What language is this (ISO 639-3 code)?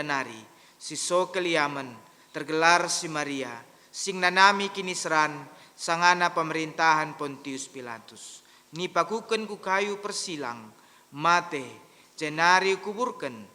btx